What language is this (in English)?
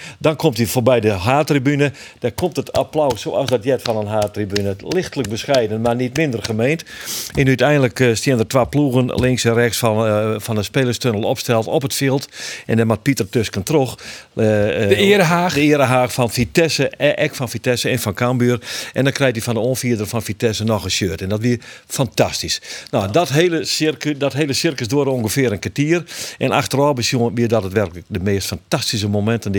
Western Frisian